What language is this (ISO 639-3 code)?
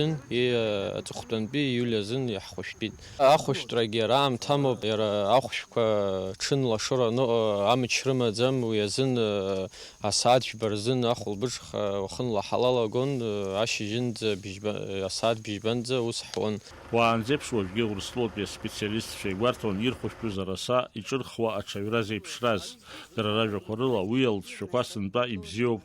abk